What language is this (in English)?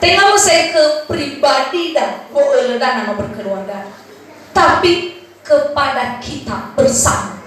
Nias